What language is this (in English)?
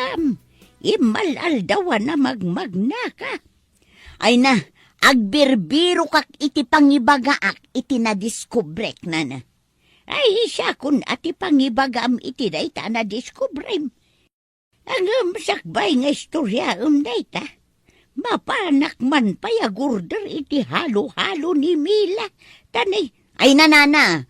Iloko